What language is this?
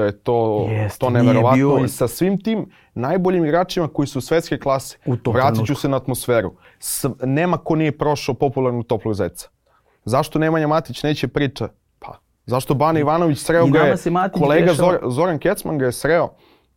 Serbian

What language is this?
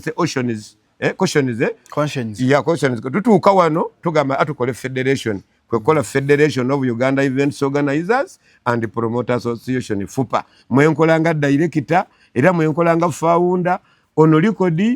Ganda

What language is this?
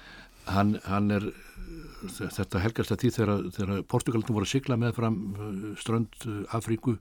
Icelandic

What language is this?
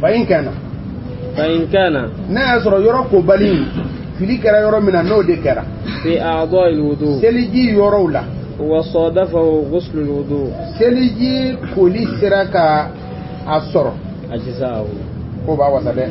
Bambara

